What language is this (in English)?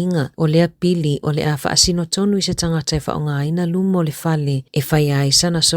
Samoan